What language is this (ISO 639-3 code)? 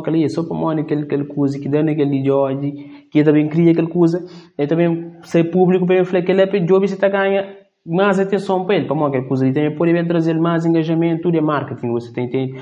kea